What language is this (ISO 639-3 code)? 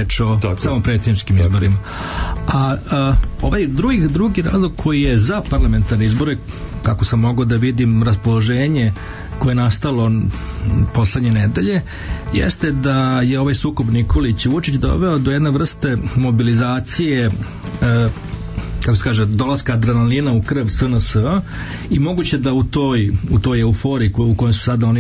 srp